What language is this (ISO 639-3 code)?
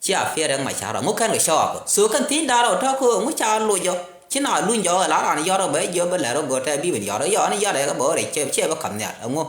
nus